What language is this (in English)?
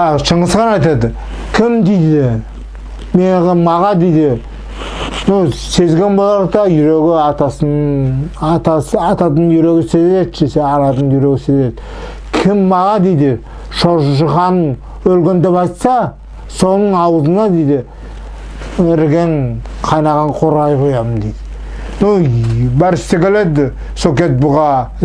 Nogai